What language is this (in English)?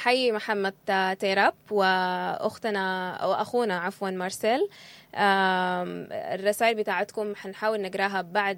Sudanese Arabic